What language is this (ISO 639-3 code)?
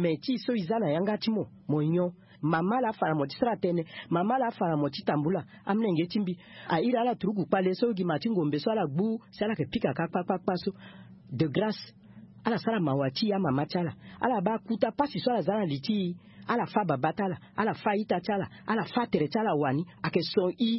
sag